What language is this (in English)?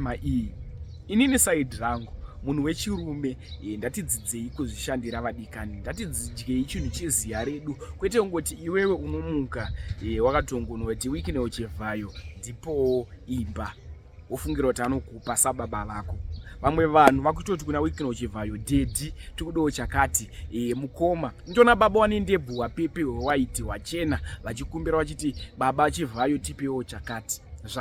Shona